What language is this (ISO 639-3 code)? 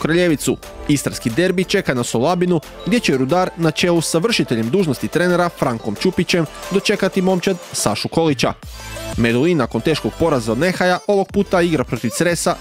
hrv